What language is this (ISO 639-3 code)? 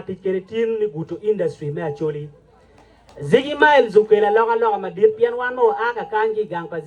ach